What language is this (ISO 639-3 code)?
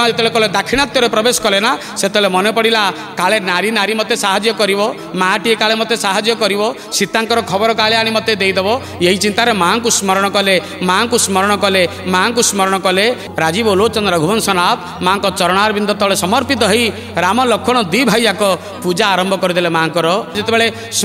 ori